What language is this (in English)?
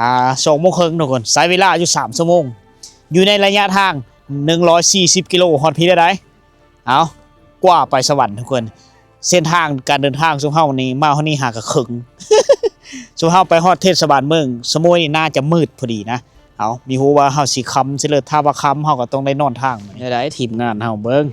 Lao